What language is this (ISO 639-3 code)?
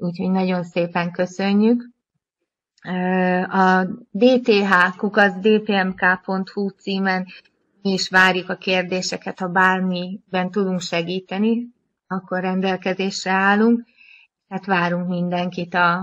hun